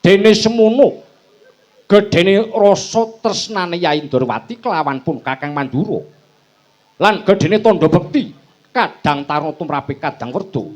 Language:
Javanese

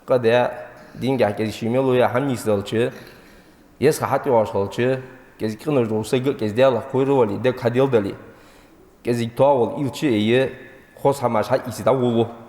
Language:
Ingush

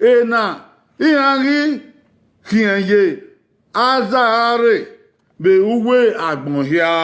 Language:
Bini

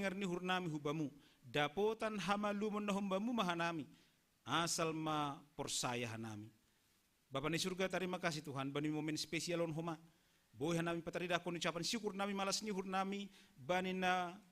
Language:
Batak Simalungun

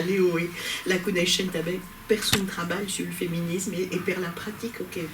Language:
Occitan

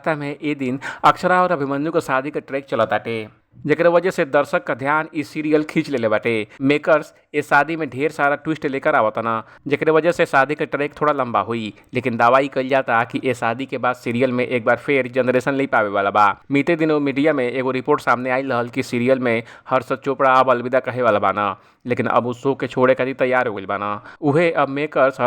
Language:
Bhojpuri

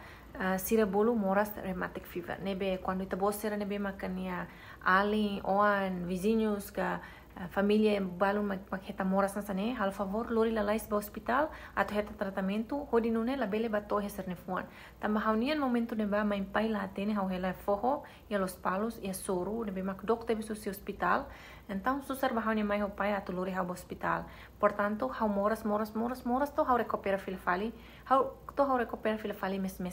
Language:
Tetum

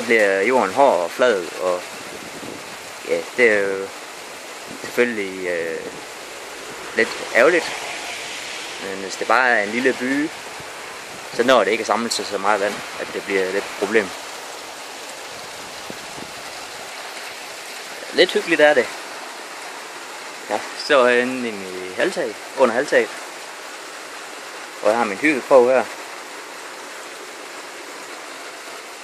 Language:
Danish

